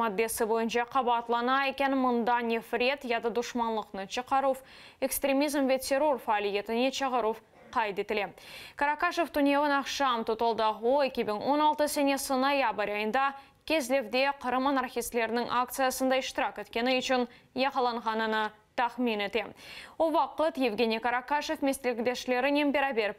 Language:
Crimean Tatar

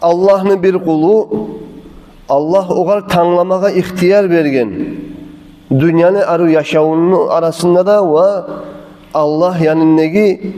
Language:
Kumyk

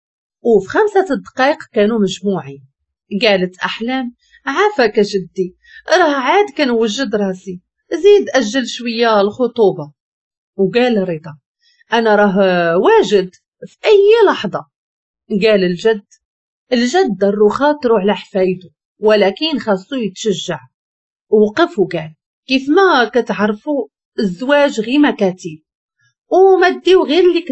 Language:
Moroccan Arabic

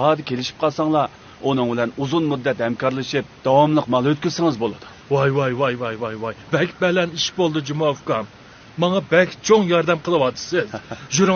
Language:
Uyghur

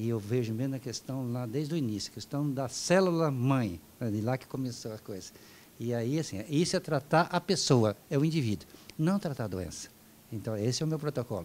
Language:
Portuguese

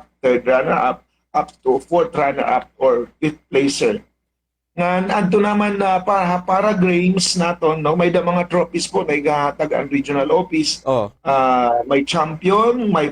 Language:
Waray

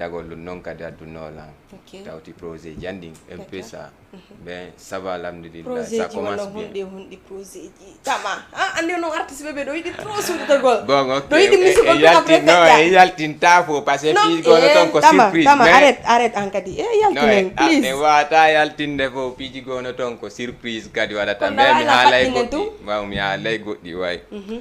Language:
Fula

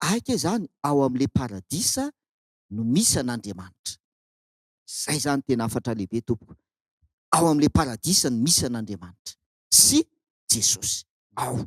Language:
Malagasy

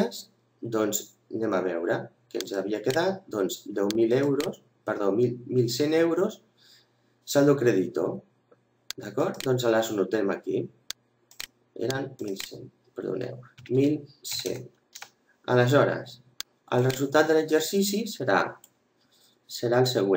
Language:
Catalan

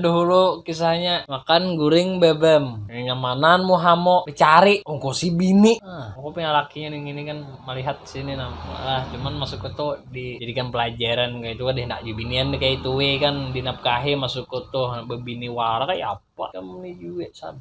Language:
Banjar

